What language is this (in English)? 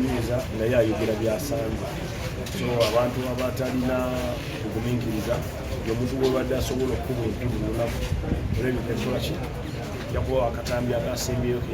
Ganda